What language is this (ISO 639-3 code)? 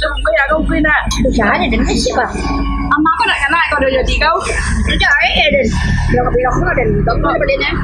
min